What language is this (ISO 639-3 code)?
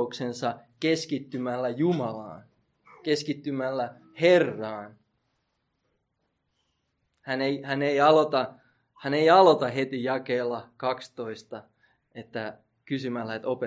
fin